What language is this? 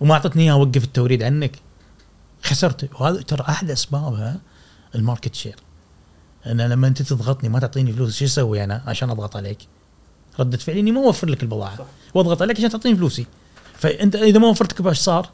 Gulf Arabic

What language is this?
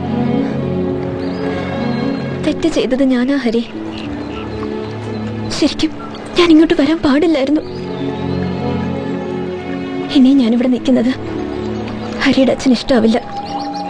Malayalam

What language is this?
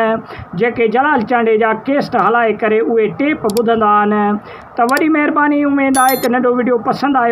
Sindhi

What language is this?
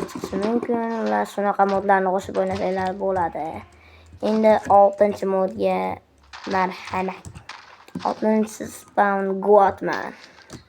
Uzbek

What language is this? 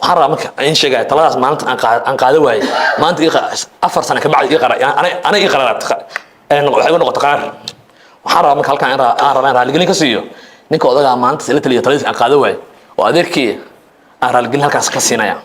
Somali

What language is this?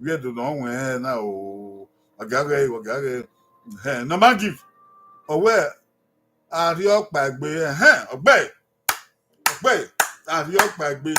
Bini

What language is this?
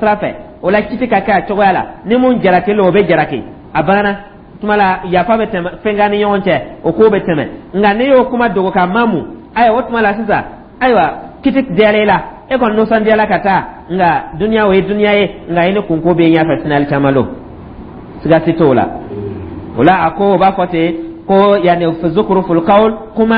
Dyula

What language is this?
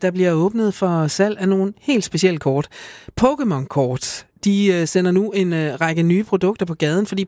Danish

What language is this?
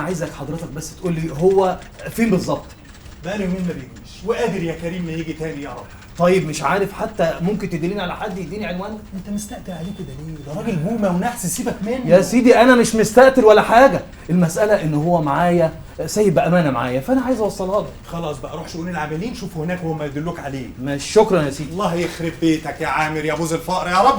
Egyptian Arabic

